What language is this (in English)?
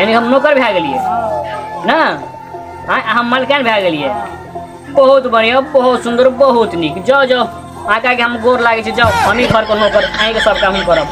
Maithili